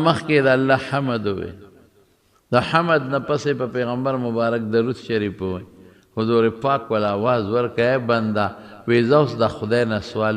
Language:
Pashto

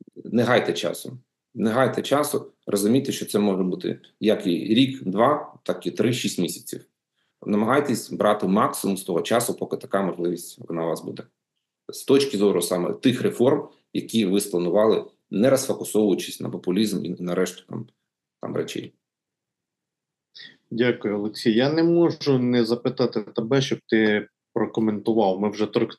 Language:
Ukrainian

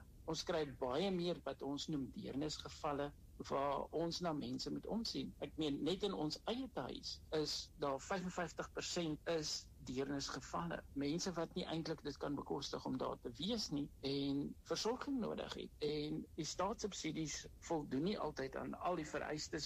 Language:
Afrikaans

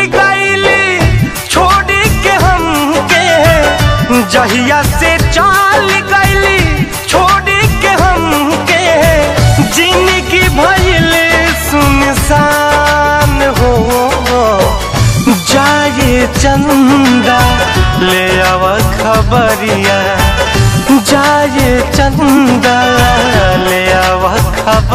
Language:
Bhojpuri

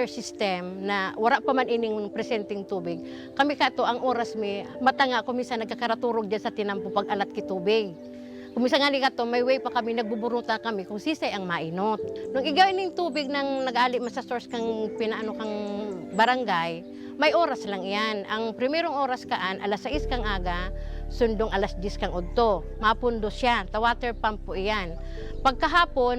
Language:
Bikol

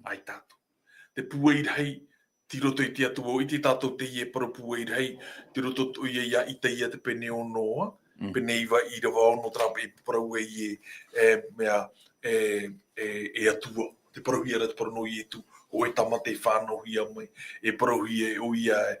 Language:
Tahitian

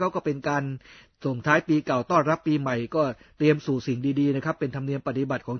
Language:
Thai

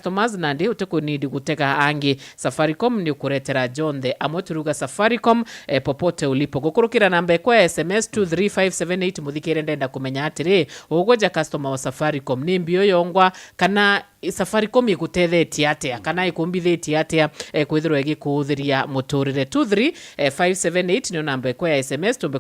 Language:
Meru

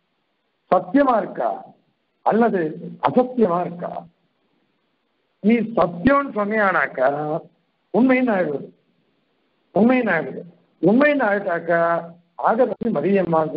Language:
Tamil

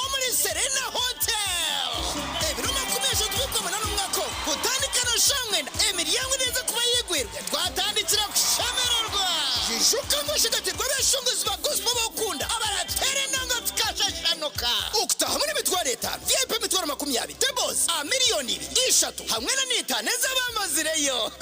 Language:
Nyankole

